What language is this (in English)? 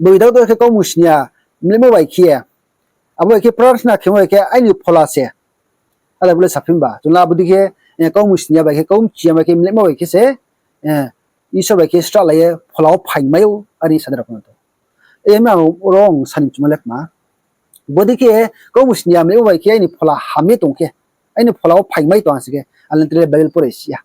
Riang (India)